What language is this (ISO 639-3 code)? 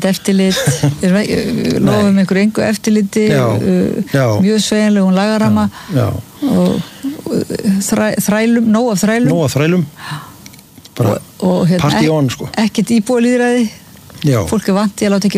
isl